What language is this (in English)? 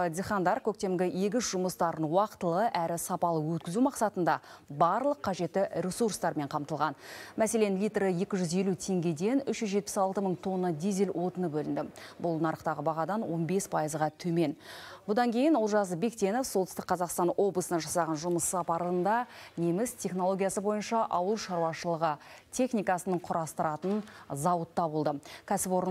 Kazakh